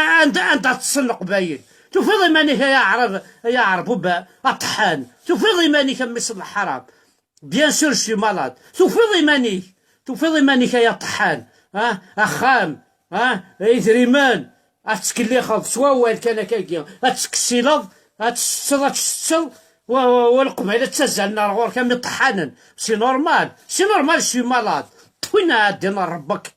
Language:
Kabyle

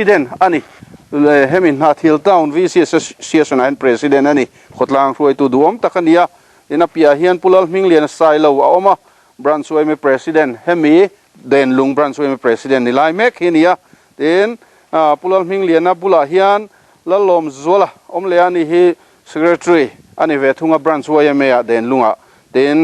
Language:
Mizo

